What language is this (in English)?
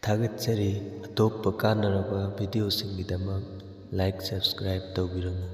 Manipuri